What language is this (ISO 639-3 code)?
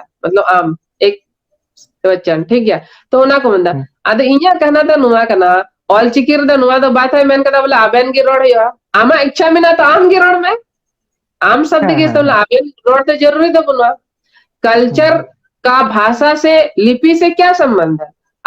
sat